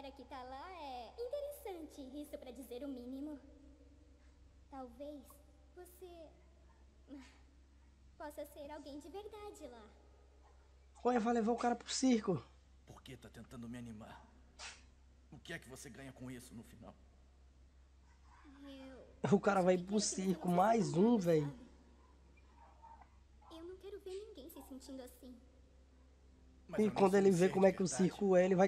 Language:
Portuguese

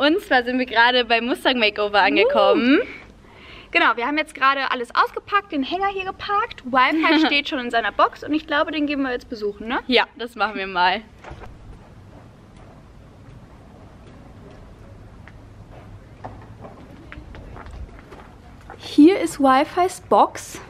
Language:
German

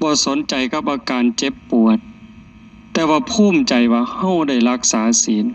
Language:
Northeastern Thai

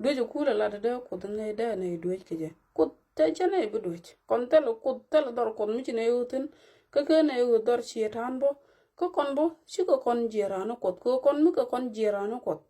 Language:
Nuer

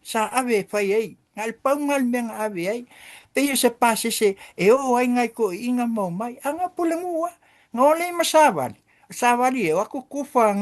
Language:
Samoan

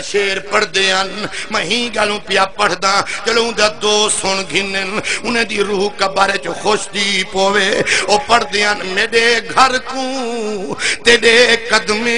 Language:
Saraiki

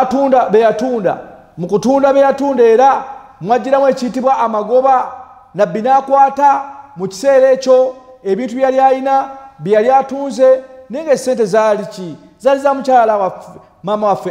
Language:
Ganda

